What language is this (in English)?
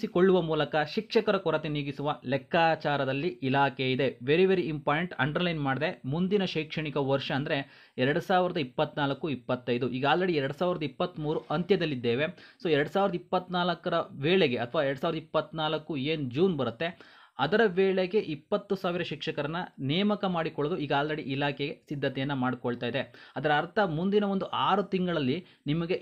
Kannada